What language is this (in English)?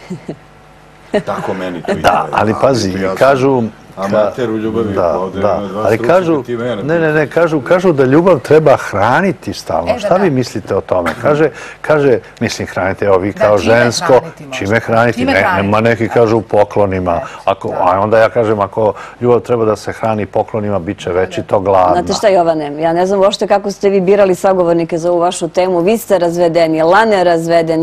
Serbian